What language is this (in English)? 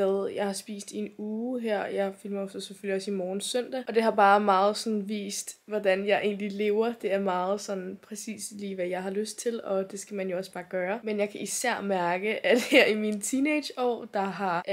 Danish